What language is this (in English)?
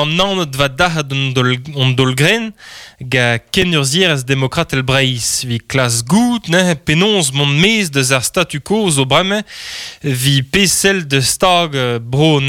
Breton